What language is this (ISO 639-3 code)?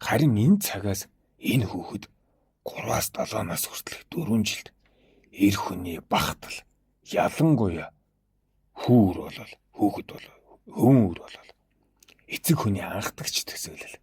mon